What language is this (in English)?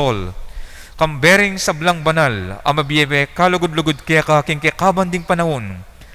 Pampanga